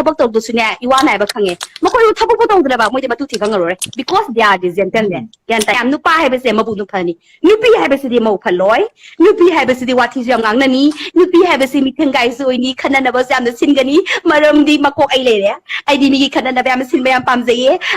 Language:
Manipuri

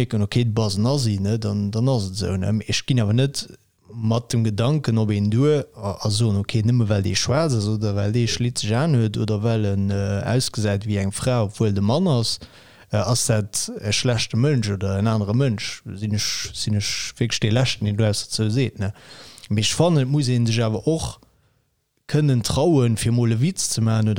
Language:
Luxembourgish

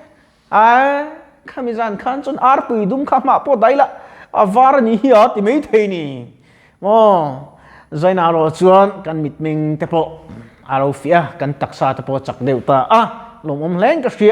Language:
Mizo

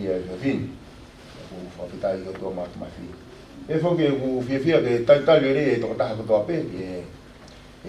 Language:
Tongan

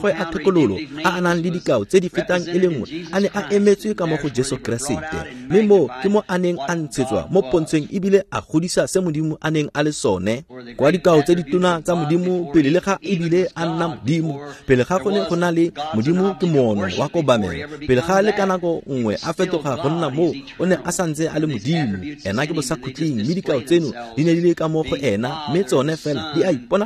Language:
Tswana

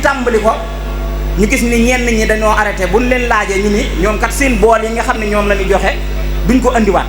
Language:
Wolof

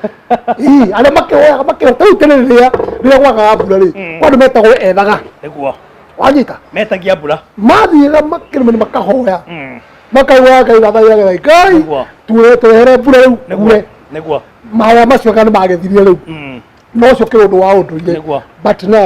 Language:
Kikuyu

